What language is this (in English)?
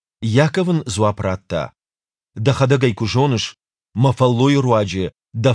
Ossetic